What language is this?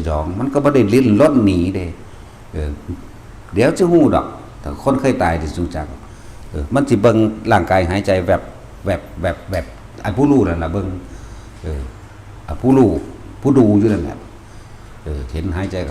Northeastern Thai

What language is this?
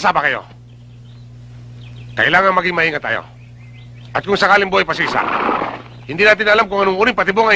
Filipino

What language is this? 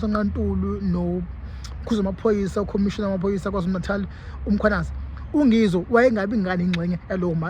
Zulu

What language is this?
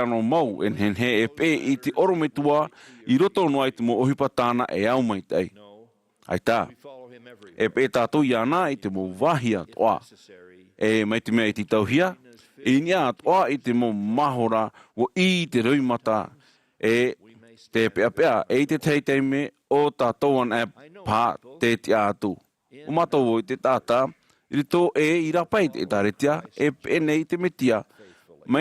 Tahitian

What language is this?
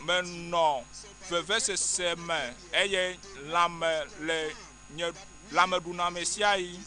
Ewe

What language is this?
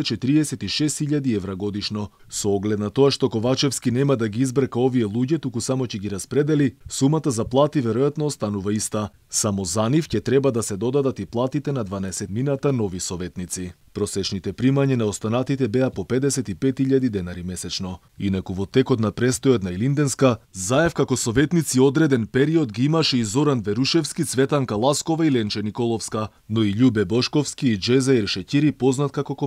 Macedonian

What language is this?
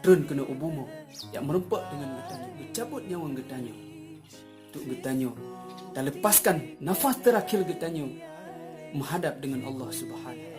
Achinese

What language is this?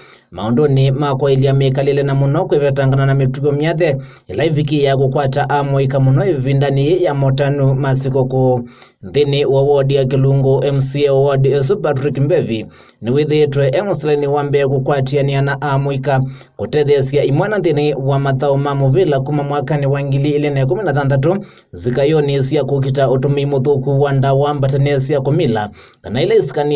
Kamba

